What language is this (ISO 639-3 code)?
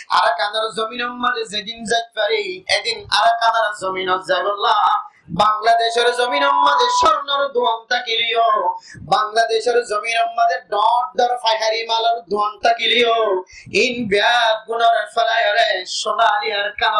rhg